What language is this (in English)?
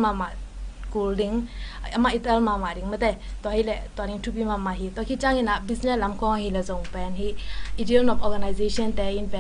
Tedim Chin